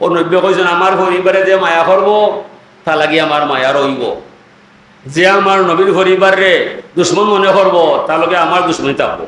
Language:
Sylheti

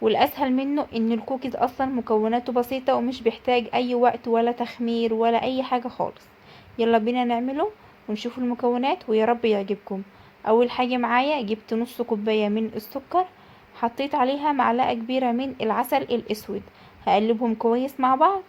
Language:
Egyptian Arabic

